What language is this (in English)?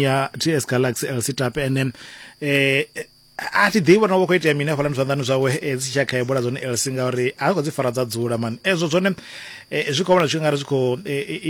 Venda